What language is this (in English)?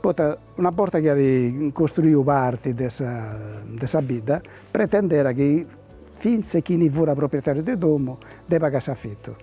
Sardinian